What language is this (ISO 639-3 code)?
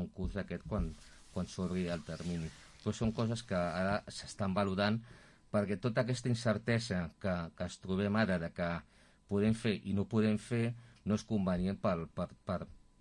cat